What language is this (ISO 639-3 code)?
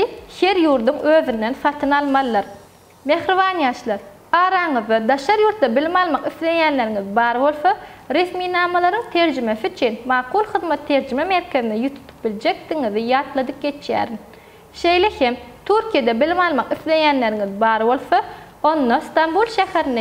tuk